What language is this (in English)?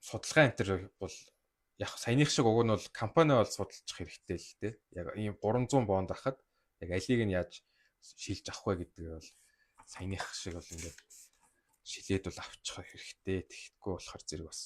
Mongolian